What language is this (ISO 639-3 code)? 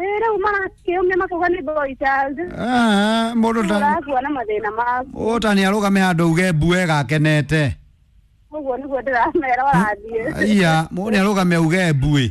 kik